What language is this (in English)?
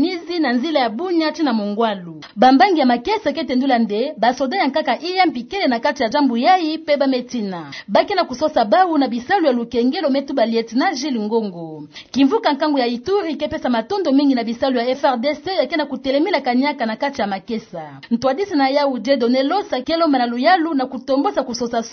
Kituba (Democratic Republic of Congo)